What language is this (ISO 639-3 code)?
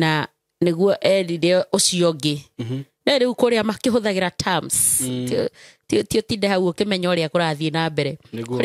kik